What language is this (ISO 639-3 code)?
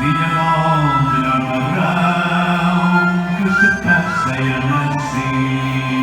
mwl